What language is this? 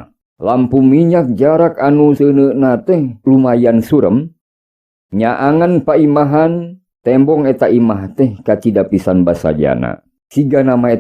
Sundanese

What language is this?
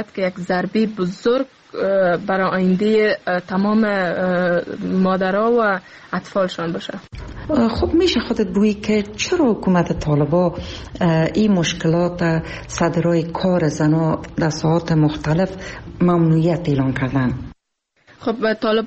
Persian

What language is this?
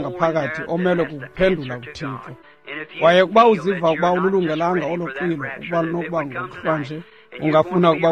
Xhosa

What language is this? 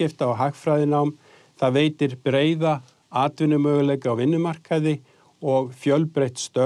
Icelandic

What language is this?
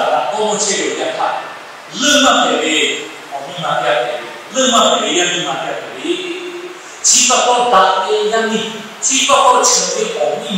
Lahu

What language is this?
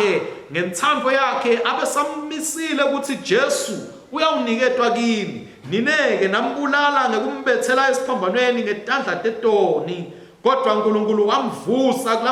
Swati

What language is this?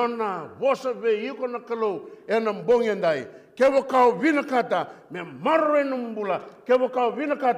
Fijian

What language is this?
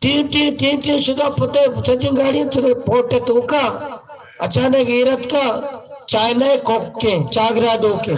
Baluchi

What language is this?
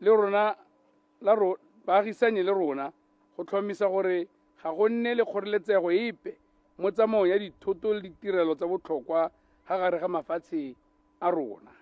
Tswana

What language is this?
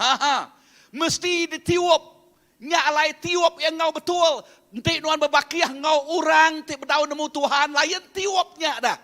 Iban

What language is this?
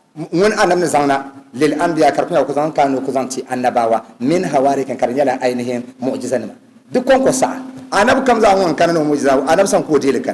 Dagbani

